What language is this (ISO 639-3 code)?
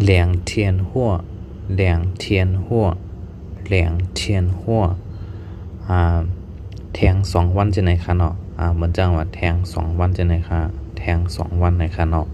shn